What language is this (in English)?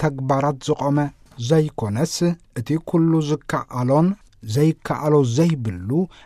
Tigrinya